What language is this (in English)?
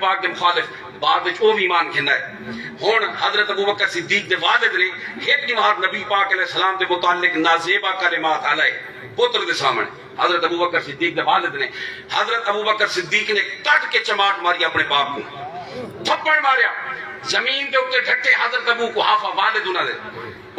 Saraiki